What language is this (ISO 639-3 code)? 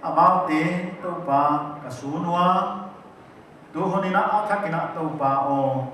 pck